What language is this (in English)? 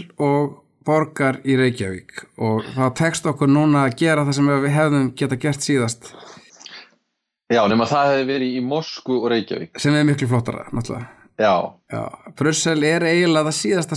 Icelandic